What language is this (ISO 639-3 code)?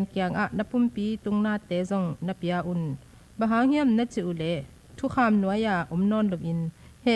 ctd